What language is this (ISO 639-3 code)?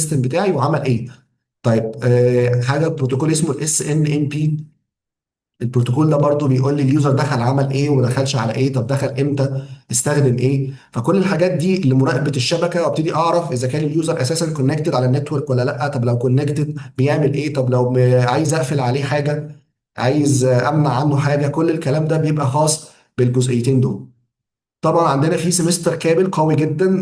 arz